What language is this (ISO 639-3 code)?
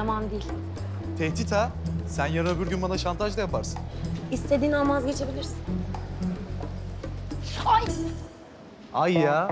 tur